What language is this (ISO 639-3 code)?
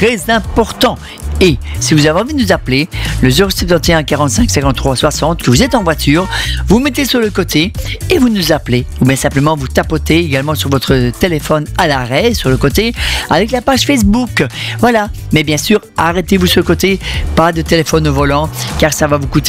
fra